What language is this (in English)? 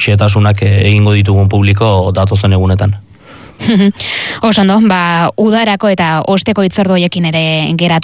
Basque